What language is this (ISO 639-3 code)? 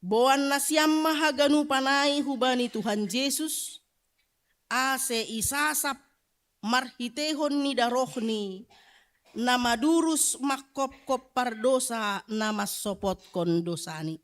bts